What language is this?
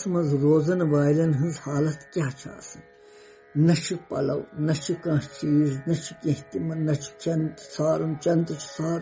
Kashmiri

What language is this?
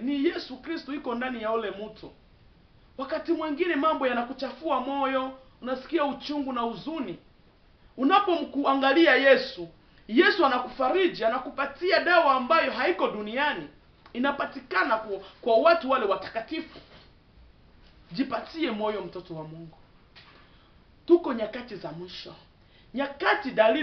Swahili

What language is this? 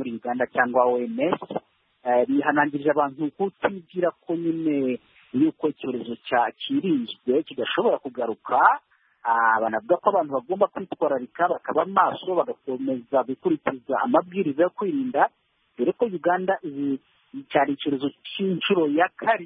Kinyarwanda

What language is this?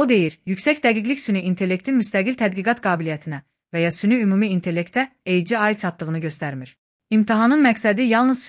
Azerbaijani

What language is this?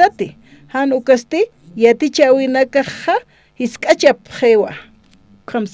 Aymara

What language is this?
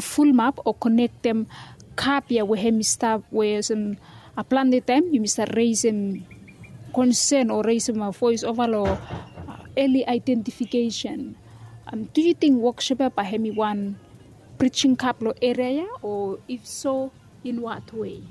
Bislama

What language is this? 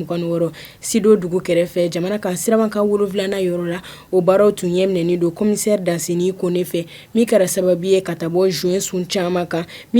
Bambara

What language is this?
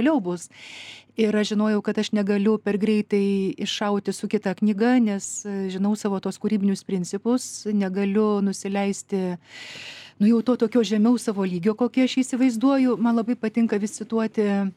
Lithuanian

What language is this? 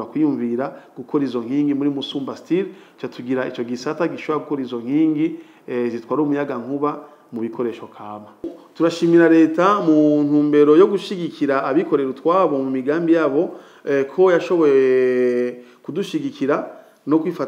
Rundi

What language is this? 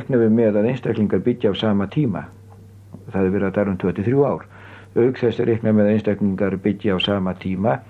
Icelandic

